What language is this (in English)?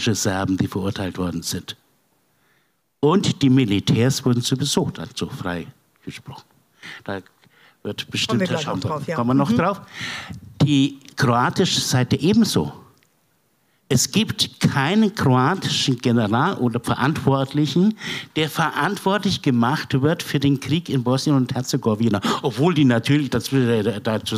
German